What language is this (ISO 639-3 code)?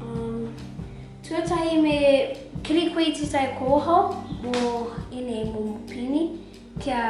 mri